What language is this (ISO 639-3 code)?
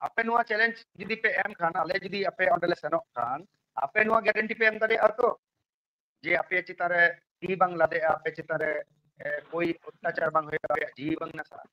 sat